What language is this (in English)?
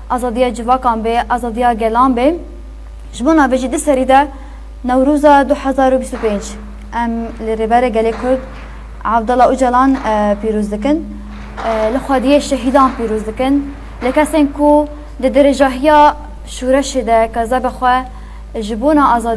Kurdish